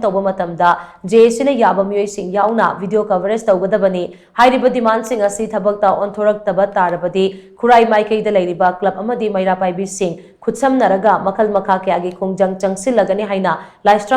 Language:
Manipuri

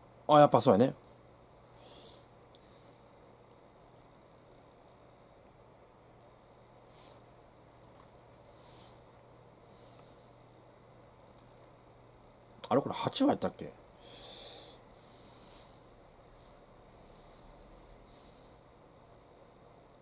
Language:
Japanese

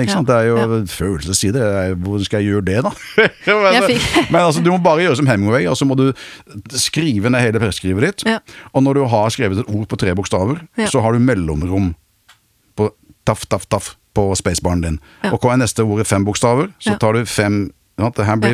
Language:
Norwegian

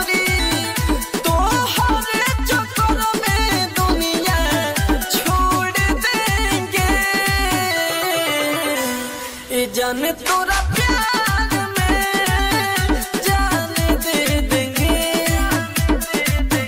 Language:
Bhojpuri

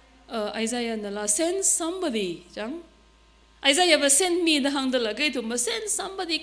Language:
Tangkhul Naga (India)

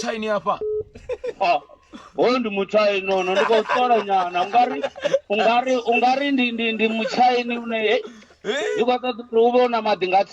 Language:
Venda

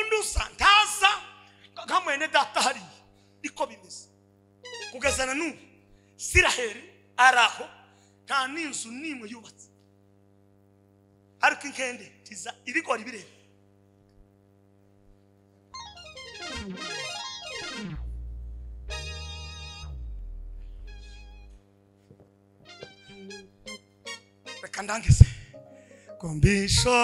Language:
Kinyarwanda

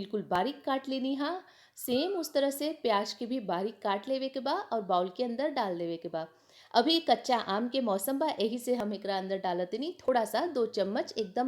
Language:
Bhojpuri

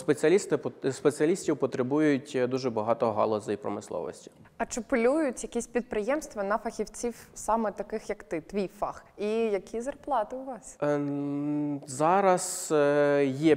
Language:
Ukrainian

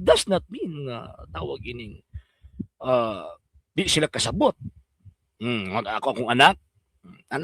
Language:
Cebuano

